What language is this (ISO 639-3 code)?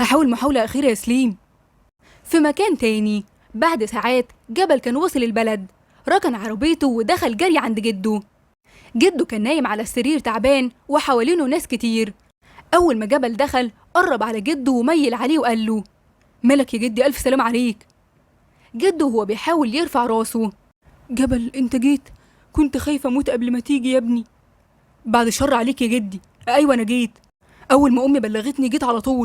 arz